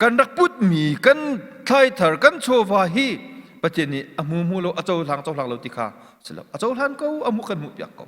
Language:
Hakha Chin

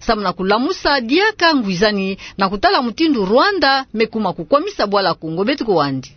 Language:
Kituba (Democratic Republic of Congo)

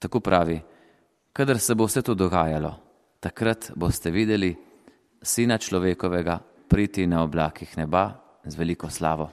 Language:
Slovenian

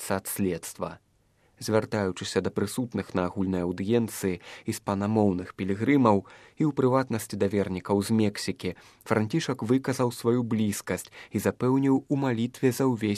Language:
Belarusian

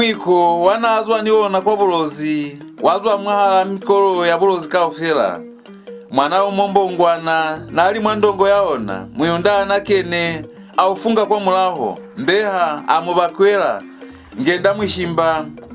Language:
Lozi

